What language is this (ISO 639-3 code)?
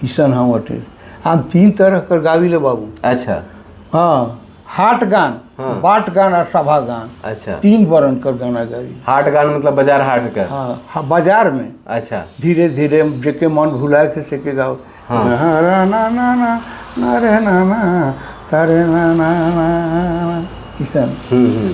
sck